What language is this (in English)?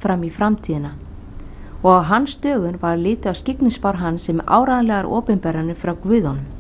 Icelandic